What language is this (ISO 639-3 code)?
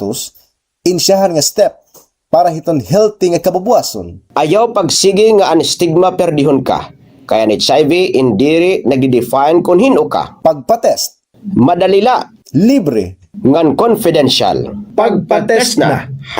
war